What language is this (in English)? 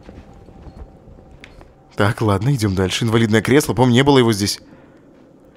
Russian